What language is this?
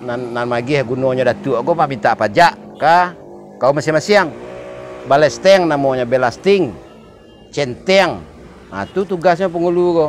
Minangkabau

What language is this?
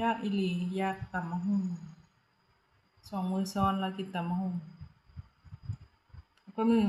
Lao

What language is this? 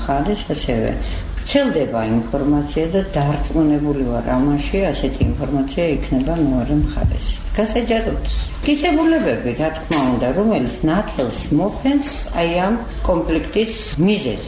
Georgian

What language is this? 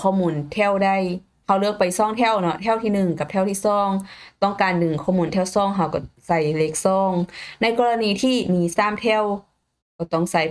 Lao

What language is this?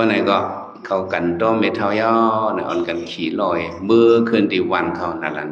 Shan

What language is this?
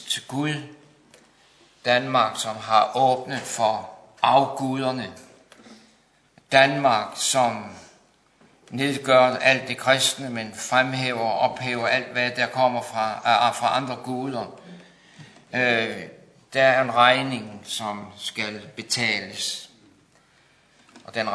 Danish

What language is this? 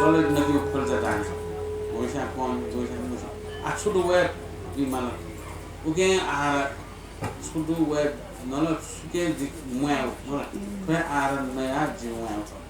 Newari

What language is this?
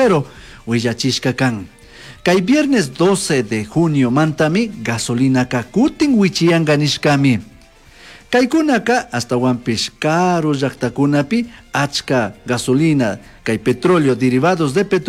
Chimborazo Highland Quichua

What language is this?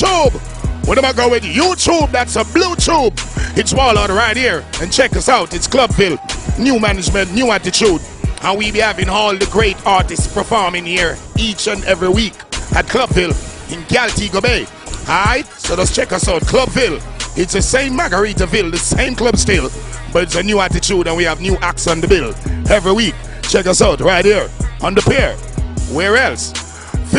Jamaican Creole English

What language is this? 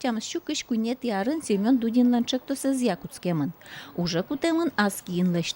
Udmurt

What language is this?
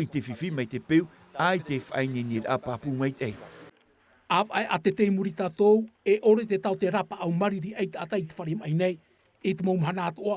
Tahitian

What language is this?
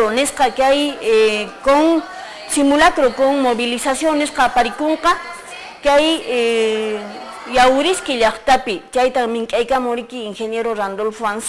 Quechua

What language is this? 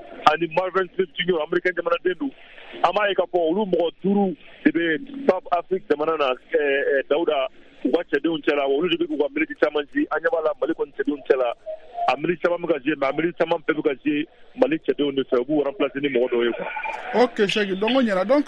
Bambara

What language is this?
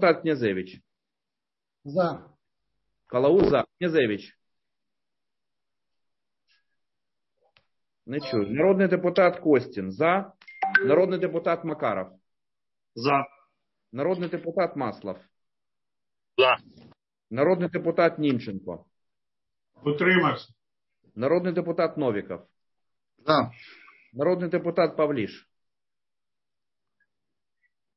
Ukrainian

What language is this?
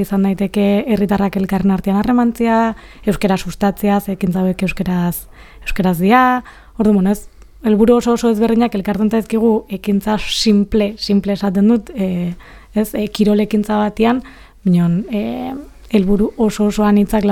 Basque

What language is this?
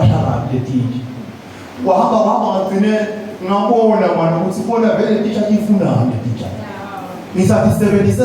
Zulu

